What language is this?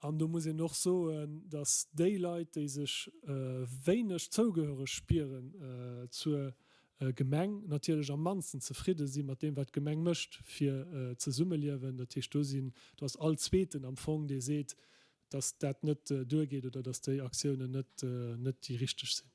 Luxembourgish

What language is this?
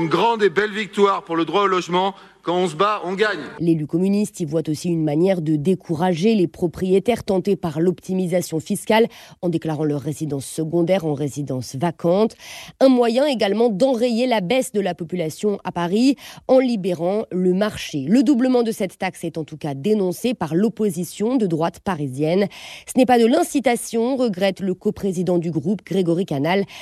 French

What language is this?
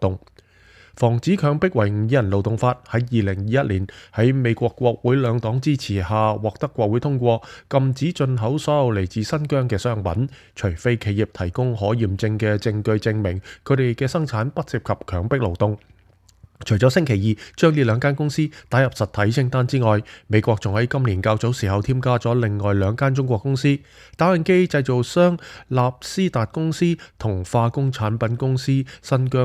Cantonese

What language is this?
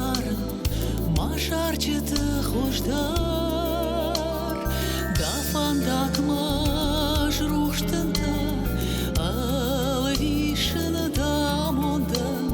Ossetic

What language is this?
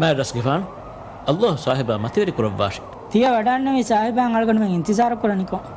Divehi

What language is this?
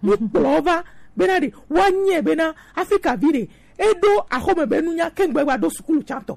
Gen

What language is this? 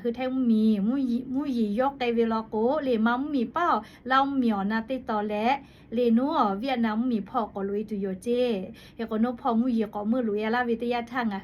Lahu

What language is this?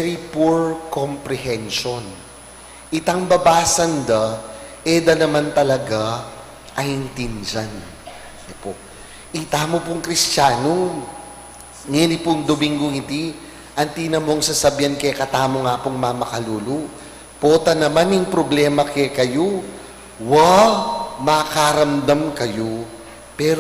Pampanga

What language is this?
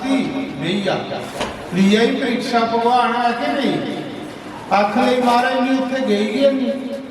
Dogri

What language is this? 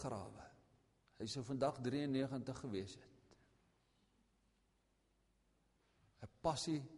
Afrikaans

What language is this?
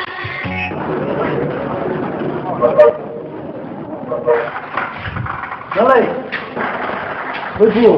Poumei Naga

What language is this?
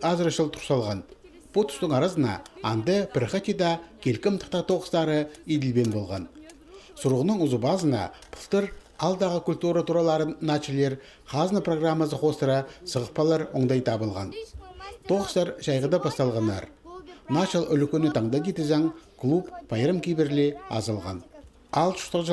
Khakas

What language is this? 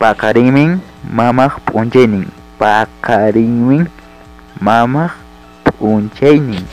Ayacucho Quechua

